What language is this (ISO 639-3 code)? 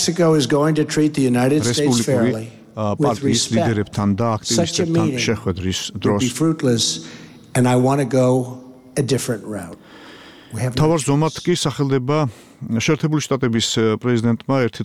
kat